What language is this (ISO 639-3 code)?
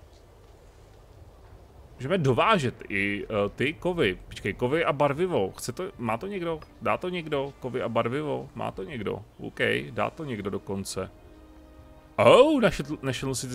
ces